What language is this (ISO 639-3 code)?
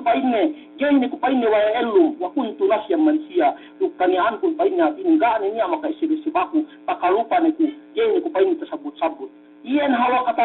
yka